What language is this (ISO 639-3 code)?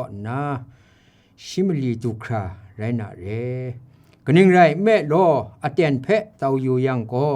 kac